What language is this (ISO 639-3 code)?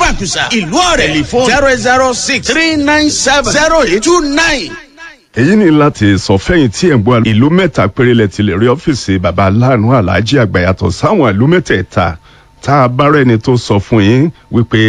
yor